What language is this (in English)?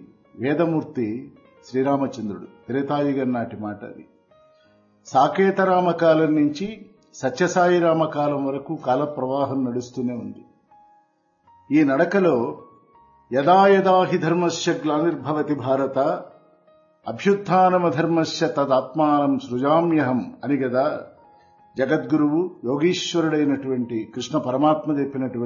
Telugu